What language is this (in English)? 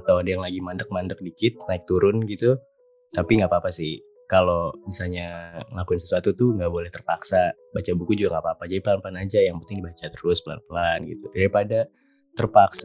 Indonesian